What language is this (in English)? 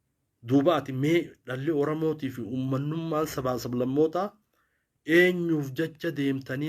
Oromo